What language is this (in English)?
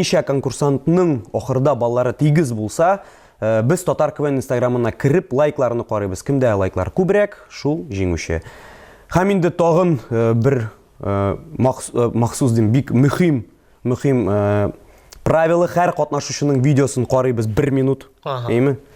Tatar